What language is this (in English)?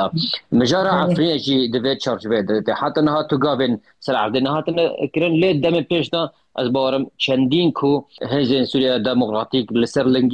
Kurdish